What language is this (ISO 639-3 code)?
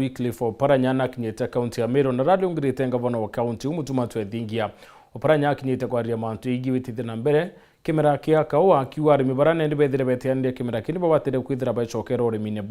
mer